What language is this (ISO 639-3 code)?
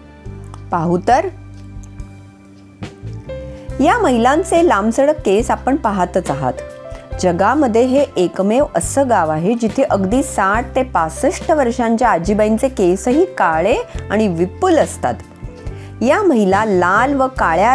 mar